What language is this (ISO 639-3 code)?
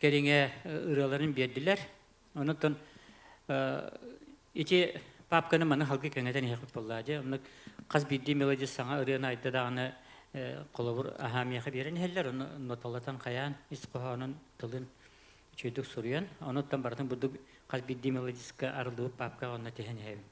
sah